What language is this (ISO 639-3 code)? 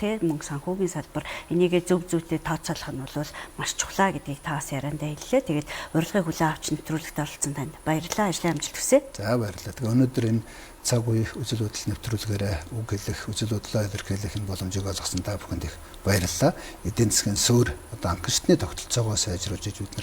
mon